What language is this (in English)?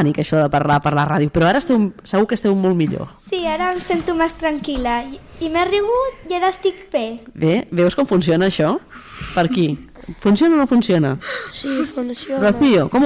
Catalan